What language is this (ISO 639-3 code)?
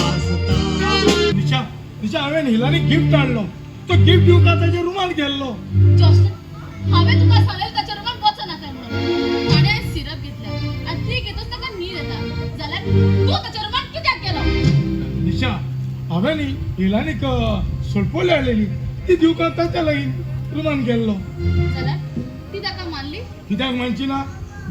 kok